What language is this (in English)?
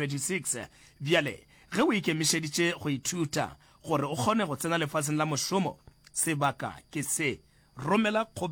Northern Sotho